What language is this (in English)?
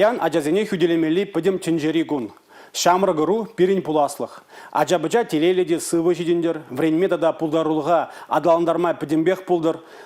Chuvash